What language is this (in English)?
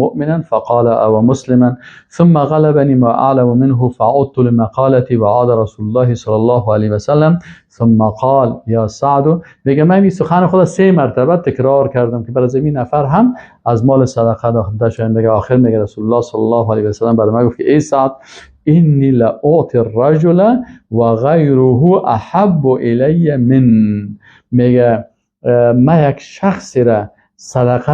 Persian